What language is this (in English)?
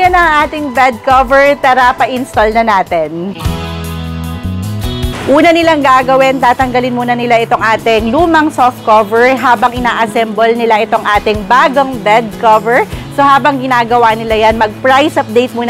Filipino